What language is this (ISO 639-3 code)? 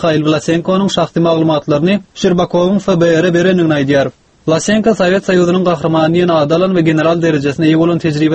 tuk